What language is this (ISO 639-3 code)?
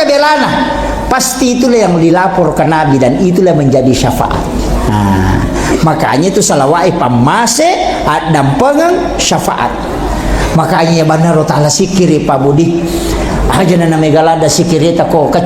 bug